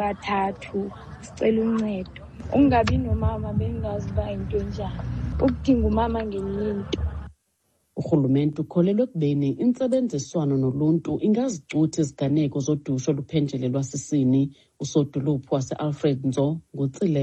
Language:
Xhosa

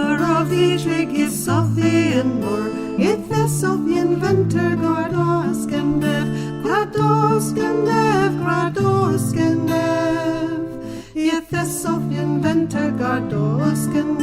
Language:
Cornish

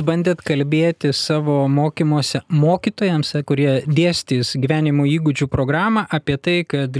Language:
Lithuanian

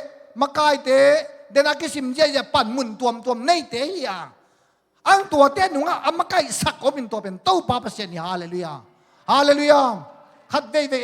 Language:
Tedim Chin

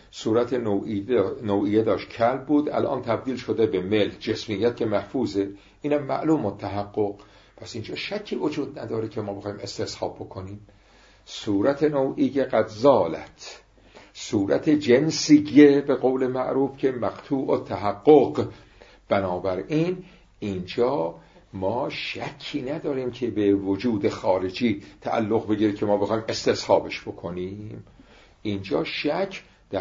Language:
Persian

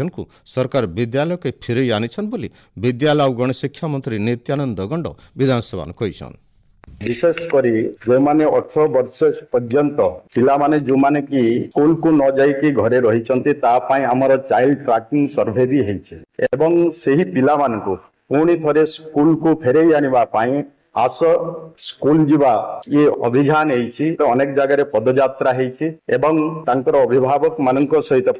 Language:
Odia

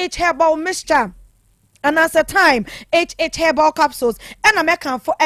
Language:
Akan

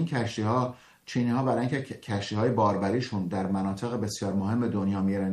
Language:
Persian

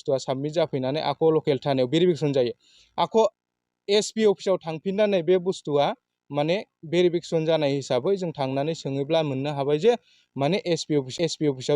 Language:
Bodo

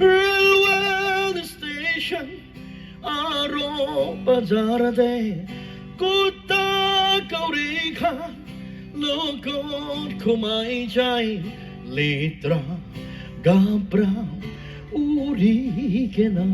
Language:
Naga Pidgin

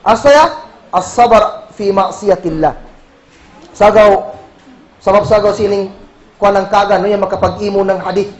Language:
Kagan Kalagan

